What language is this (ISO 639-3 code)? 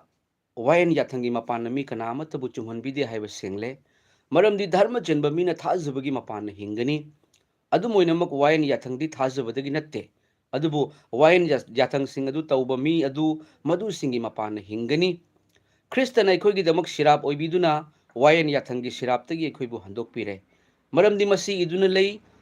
mni